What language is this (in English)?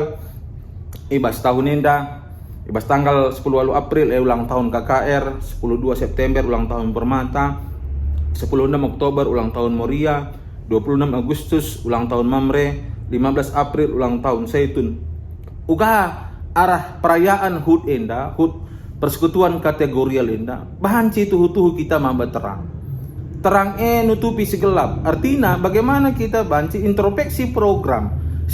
Batak Karo